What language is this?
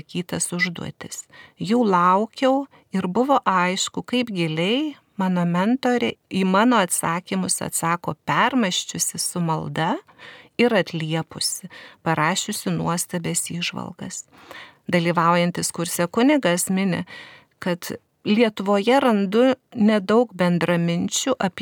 Lithuanian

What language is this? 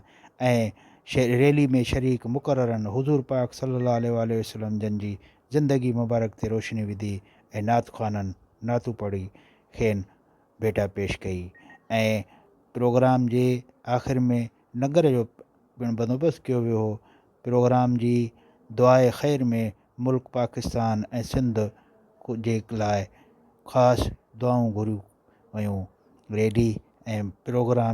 Sindhi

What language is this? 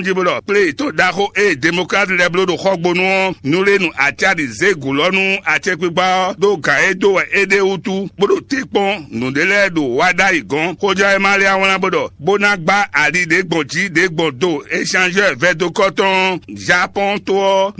Fon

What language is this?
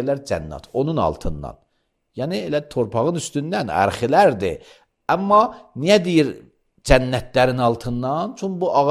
Azerbaijani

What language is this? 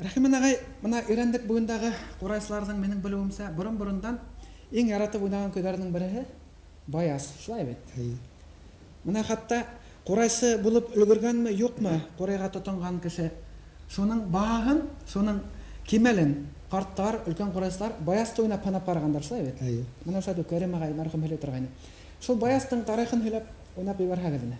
Bashkir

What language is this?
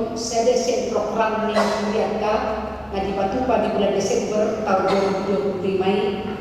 Batak Toba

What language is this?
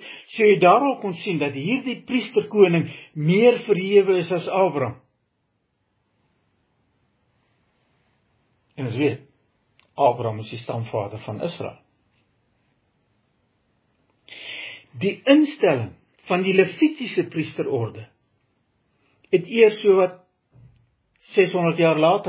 Afrikaans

